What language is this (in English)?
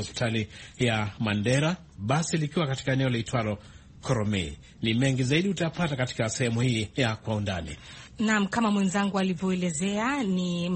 Swahili